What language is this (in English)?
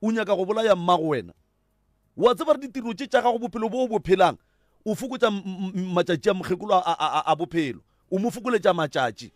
Northern Sotho